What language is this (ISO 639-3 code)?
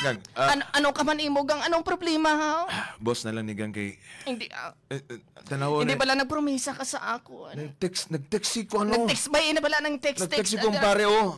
hil